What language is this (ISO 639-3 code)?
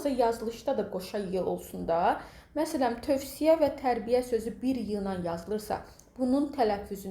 aze